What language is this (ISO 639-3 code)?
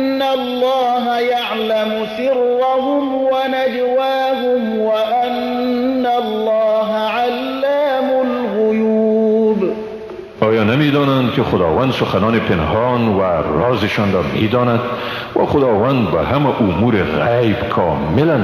fas